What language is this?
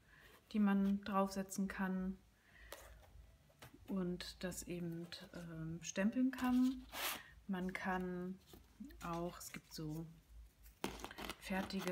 German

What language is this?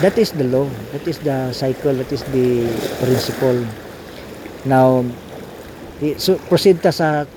Cebuano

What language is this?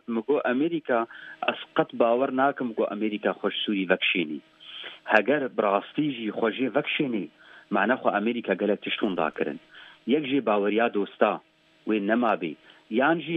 Kurdish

